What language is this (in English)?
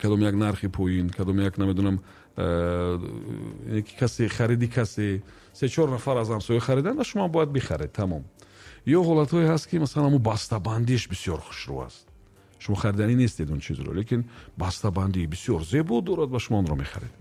Tajik